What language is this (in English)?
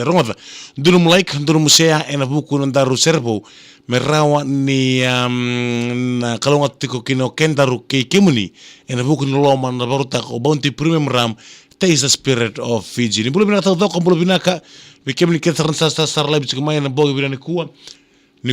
Fijian